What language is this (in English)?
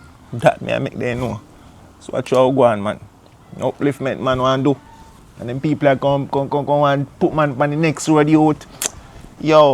Jamaican Creole English